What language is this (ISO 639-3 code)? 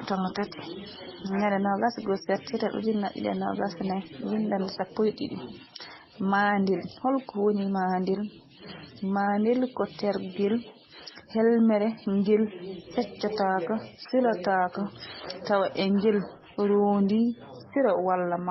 ful